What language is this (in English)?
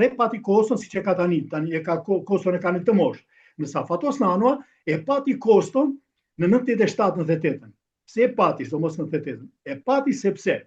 Albanian